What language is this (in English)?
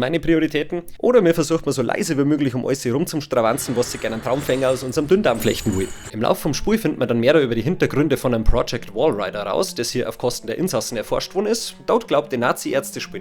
Bavarian